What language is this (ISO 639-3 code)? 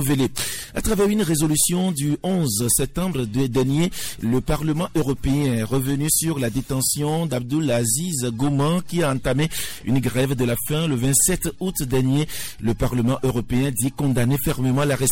fra